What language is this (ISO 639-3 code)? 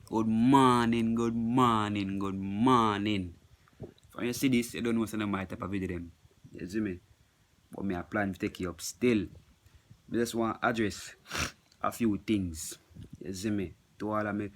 jam